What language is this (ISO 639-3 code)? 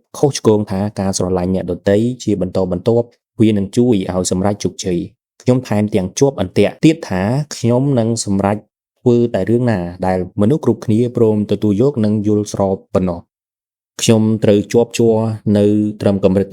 khm